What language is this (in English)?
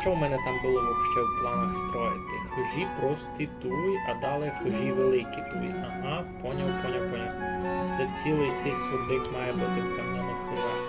Rusyn